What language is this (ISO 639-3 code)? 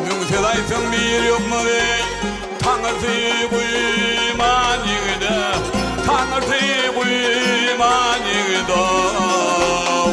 tuk